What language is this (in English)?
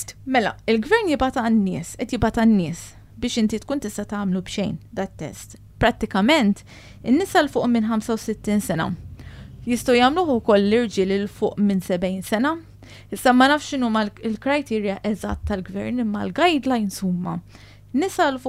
Maltese